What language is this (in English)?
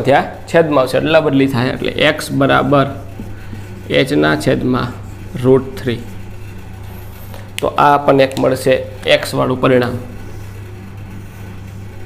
Gujarati